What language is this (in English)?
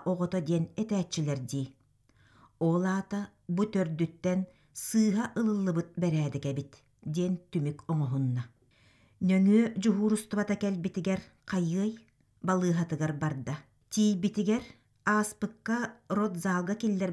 Yakut